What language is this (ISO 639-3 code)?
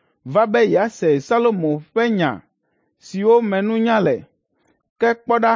ewe